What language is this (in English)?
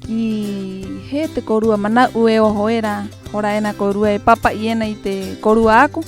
Rapanui